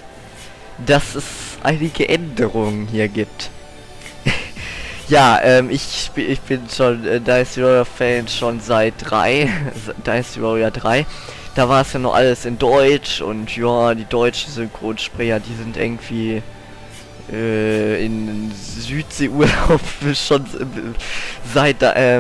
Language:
German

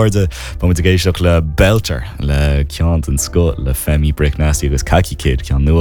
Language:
Irish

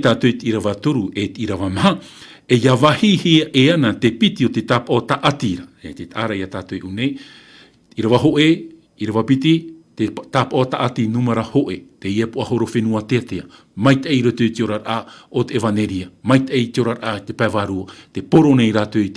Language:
Tahitian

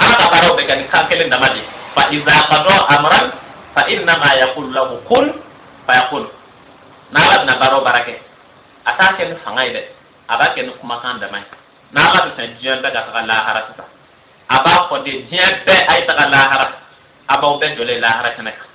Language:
Bambara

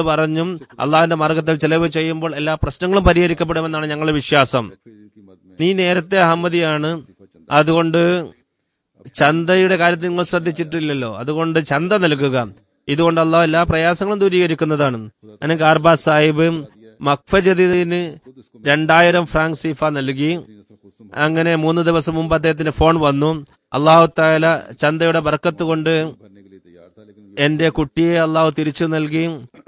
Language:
Malayalam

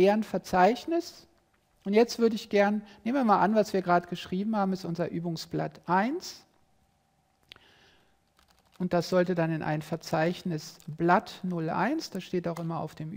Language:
German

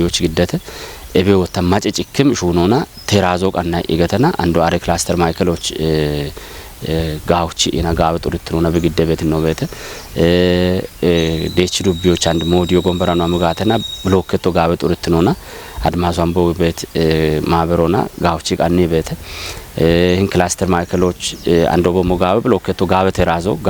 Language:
Kafa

